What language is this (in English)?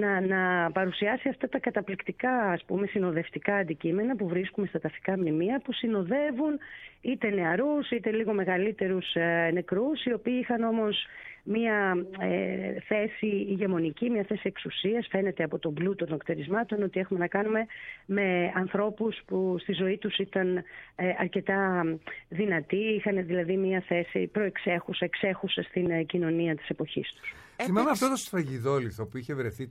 Greek